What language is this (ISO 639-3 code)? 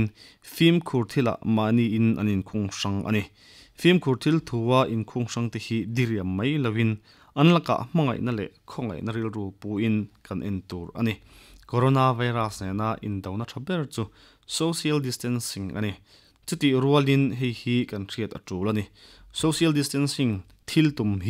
lus